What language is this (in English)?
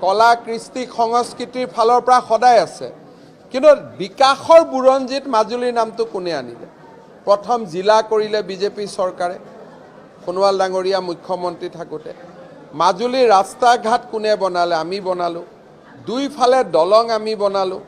Assamese